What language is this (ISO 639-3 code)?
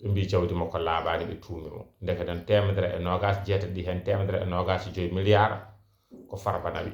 ful